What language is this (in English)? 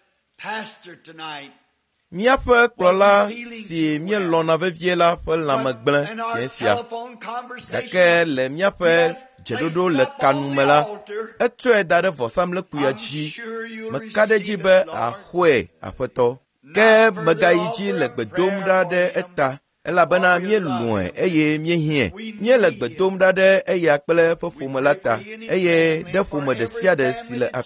Ewe